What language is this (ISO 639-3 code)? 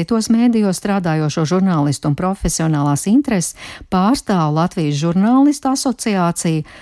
lav